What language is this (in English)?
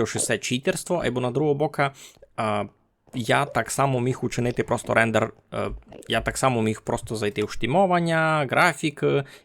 Rusyn